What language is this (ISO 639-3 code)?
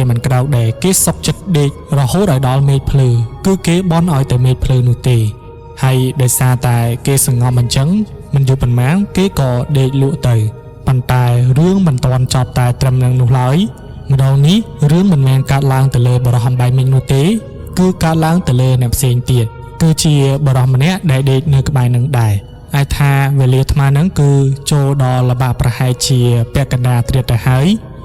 khm